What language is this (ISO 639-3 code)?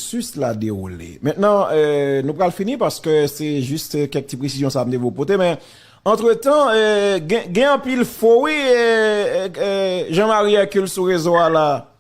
hat